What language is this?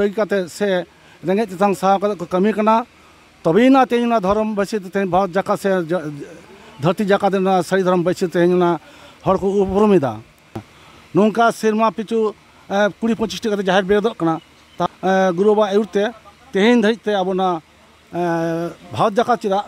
Santali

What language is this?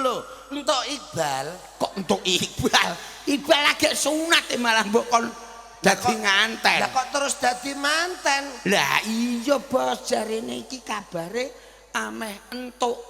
Javanese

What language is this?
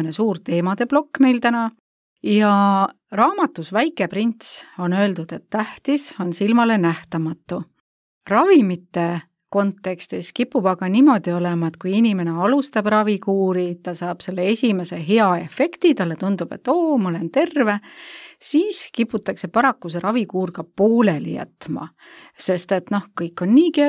Estonian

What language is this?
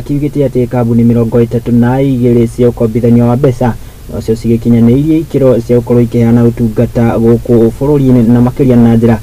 Kikuyu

